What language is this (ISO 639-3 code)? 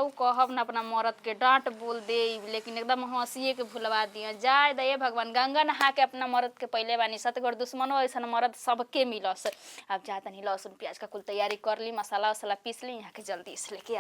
bho